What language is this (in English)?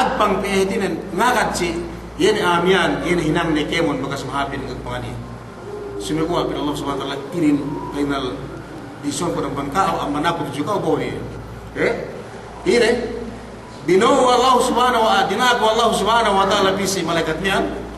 Yakan